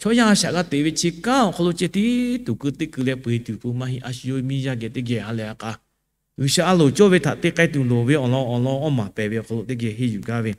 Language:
Lahu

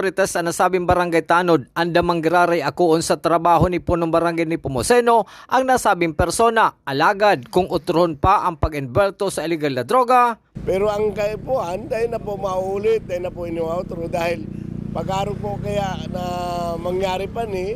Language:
Bikol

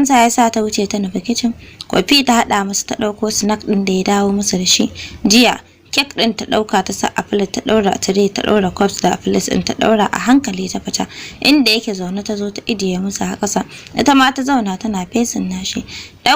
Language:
Hausa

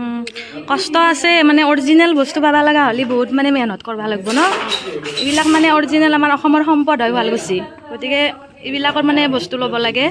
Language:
Assamese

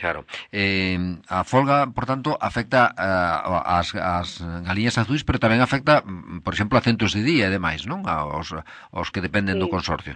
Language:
Galician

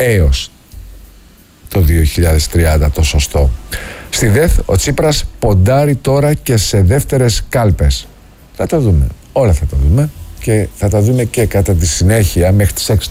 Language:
Greek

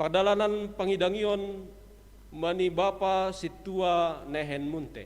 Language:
Batak Simalungun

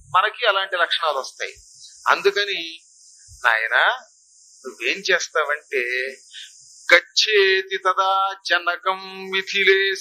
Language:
Telugu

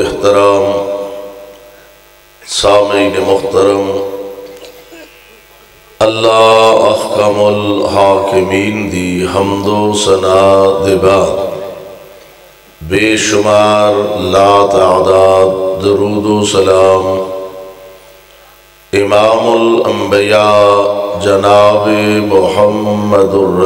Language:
Western Panjabi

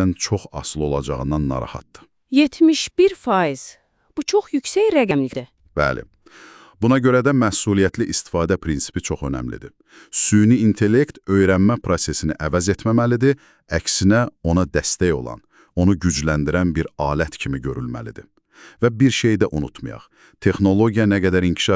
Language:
Azerbaijani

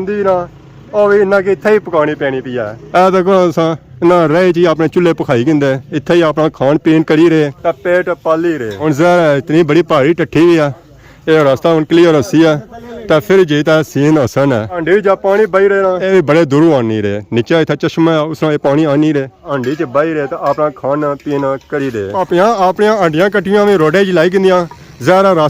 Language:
Pahari-Potwari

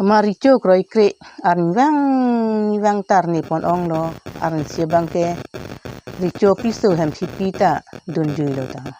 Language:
Karbi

